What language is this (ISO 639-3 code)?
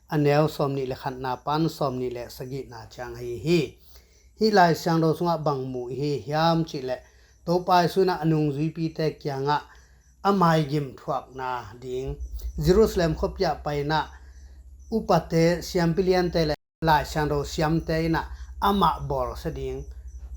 ctd